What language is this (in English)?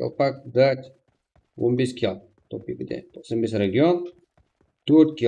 Kara-Kalpak